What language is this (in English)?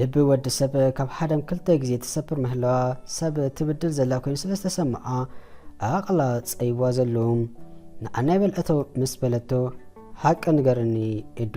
Tigrinya